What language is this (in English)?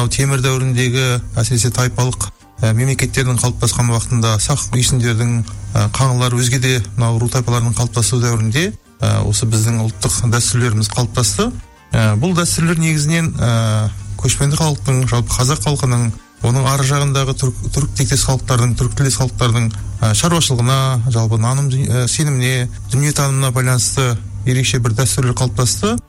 Kazakh